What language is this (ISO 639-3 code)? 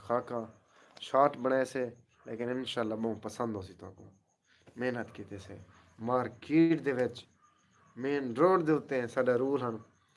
skr